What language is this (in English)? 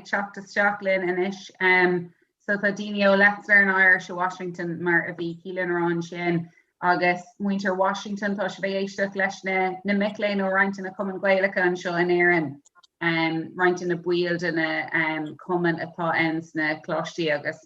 Irish